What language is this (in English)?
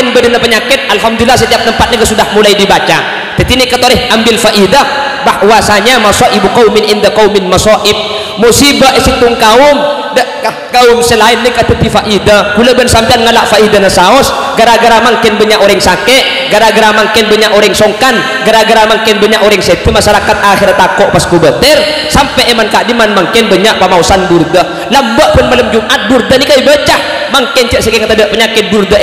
Madurese